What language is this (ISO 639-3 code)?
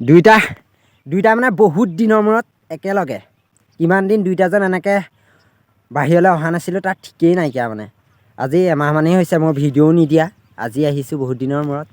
asm